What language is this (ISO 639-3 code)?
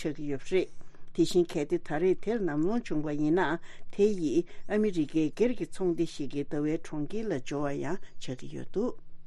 bod